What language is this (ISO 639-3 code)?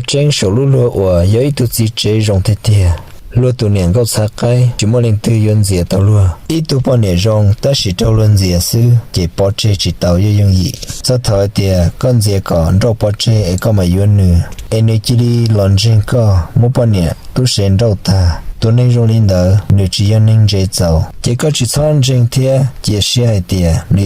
hmn